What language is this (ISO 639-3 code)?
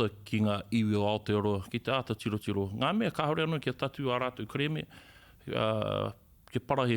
mri